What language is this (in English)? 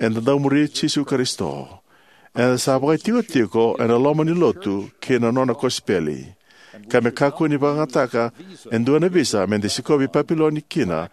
Fijian